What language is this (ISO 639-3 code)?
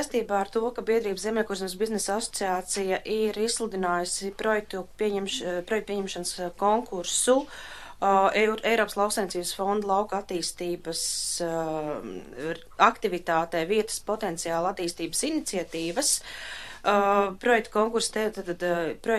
lav